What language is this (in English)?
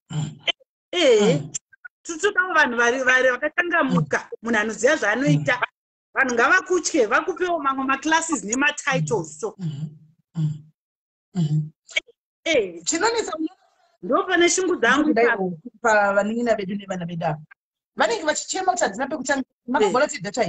Shona